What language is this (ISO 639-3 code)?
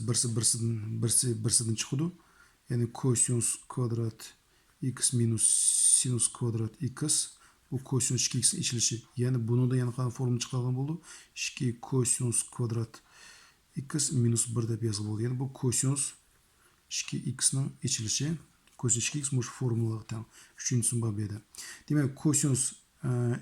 uig